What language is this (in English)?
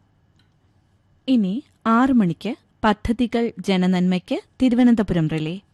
Malayalam